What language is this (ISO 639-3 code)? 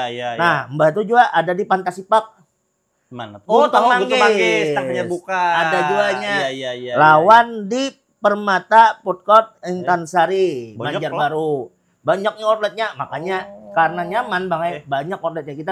bjn